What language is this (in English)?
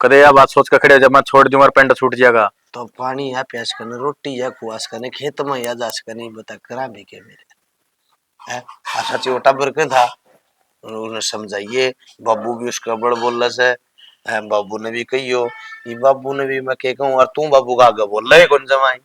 Haryanvi